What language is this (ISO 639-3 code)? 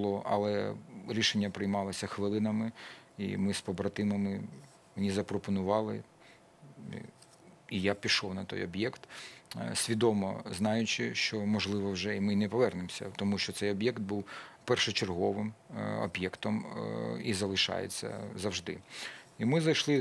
ukr